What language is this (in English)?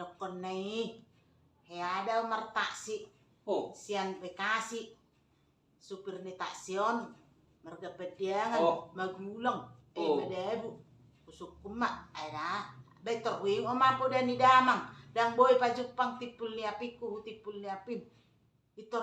Batak Toba